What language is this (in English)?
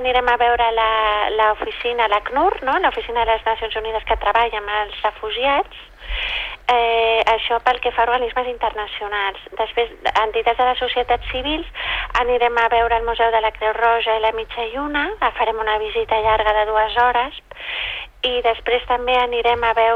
Catalan